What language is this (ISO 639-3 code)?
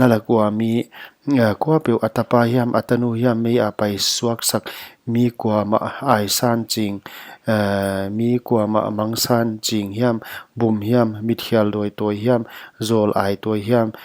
pck